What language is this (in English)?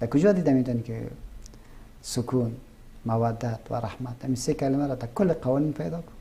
Persian